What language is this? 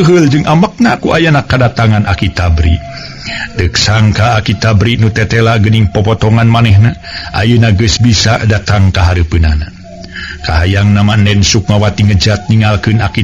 Sundanese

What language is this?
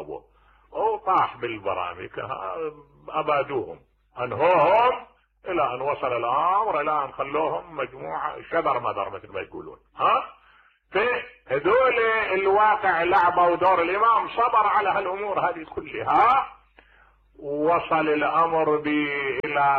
Mesopotamian Arabic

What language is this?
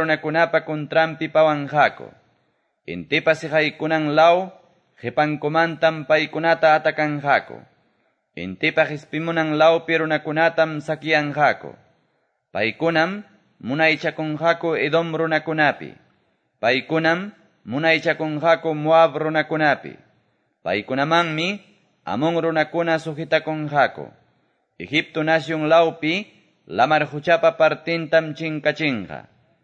Quechua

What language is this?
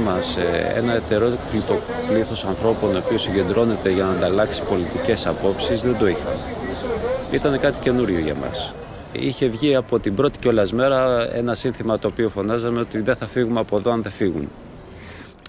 Greek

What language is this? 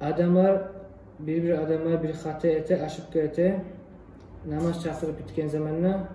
Kumyk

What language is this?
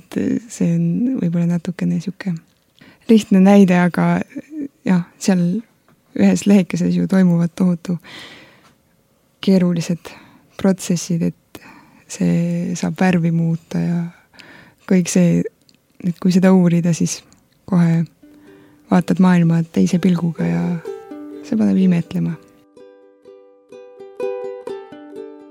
Estonian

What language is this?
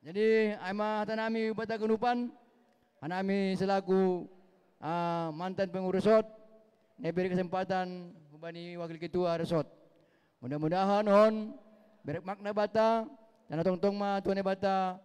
Batak Simalungun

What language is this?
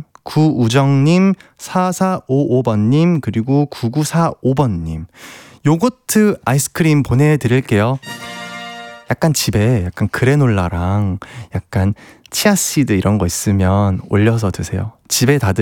Korean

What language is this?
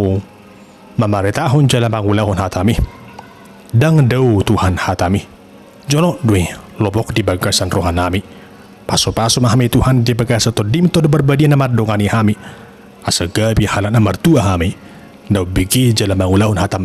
Batak Toba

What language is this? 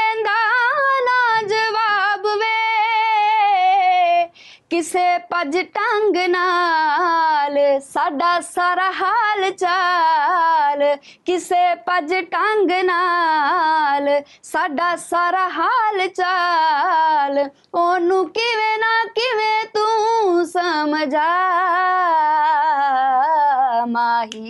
Punjabi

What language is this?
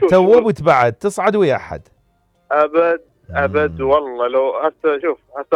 Mesopotamian Arabic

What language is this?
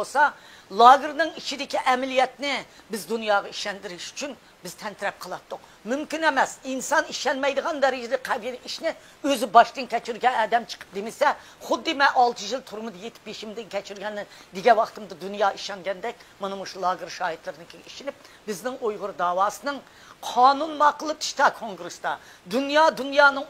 Uyghur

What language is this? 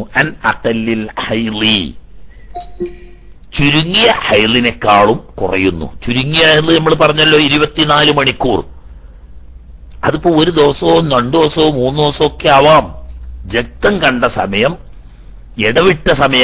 Malayalam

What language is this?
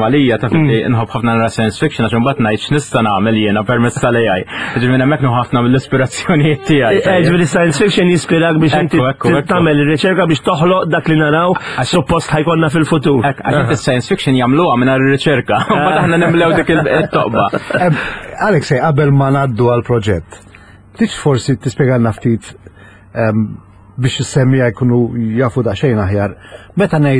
Maltese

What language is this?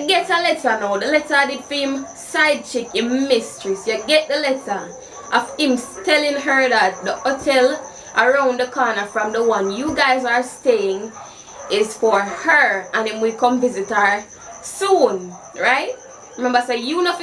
Jamaican Creole English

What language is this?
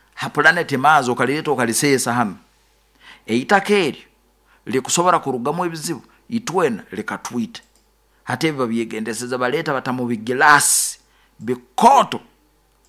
Nyoro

